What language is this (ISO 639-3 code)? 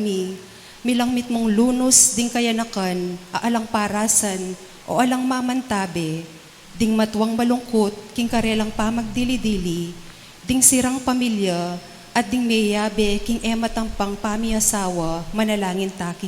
pam